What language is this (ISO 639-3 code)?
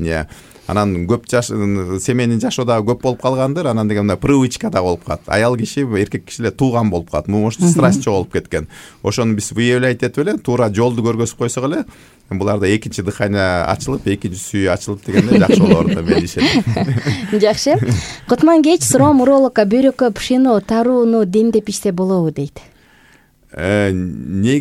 kir